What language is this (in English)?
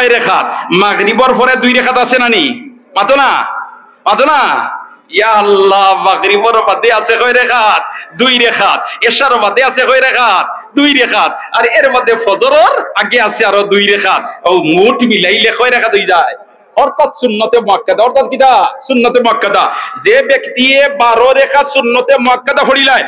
Sylheti